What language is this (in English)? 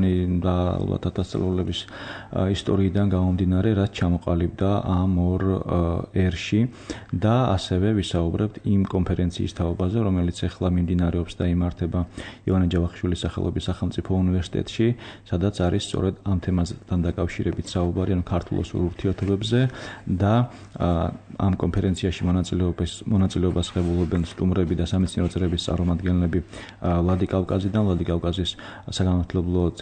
Georgian